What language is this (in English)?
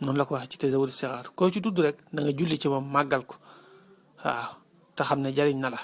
Wolof